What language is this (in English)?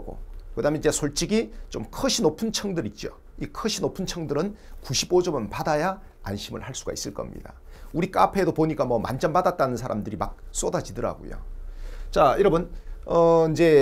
Korean